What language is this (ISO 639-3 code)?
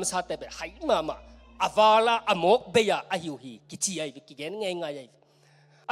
ctd